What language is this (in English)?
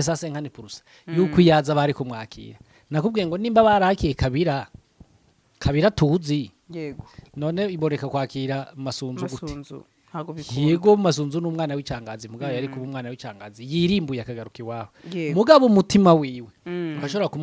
Rundi